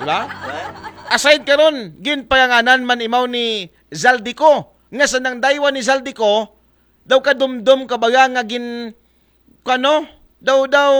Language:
Aklanon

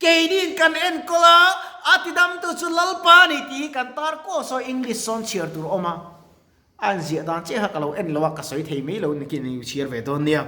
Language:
Mizo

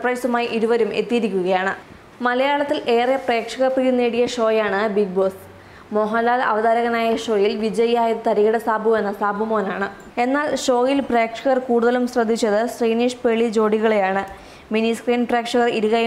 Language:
Malayalam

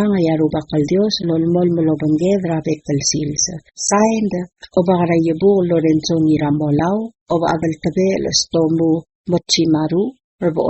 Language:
Palauan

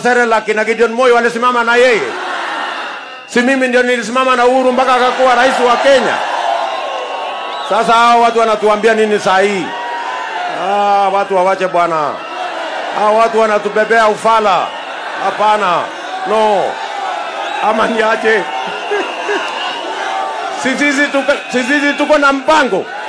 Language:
Swahili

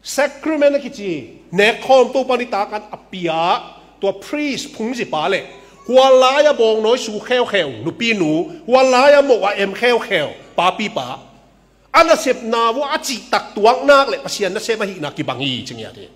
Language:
Tedim Chin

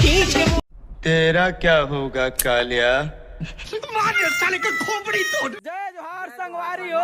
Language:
Chhattisgarhi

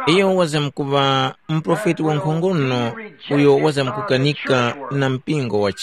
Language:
Tumbuka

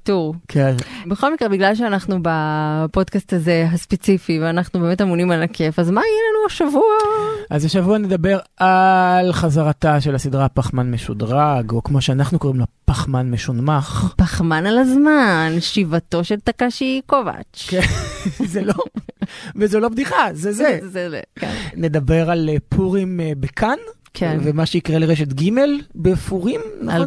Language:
Hebrew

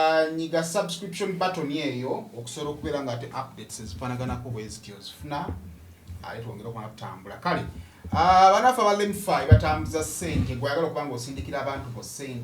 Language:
Ganda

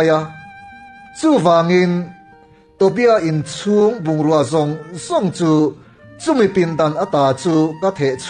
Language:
Mizo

